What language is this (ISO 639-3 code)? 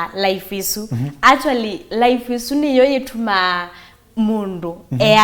kam